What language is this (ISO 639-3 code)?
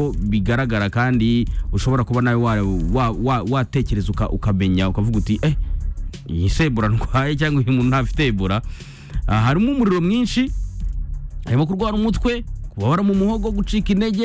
kin